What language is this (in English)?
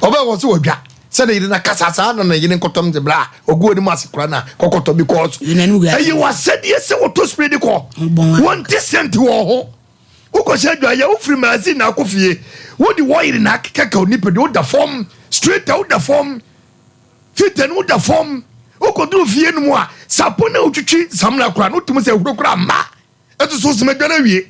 Akan